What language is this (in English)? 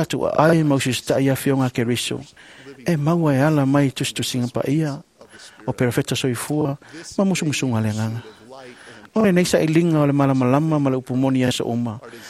Samoan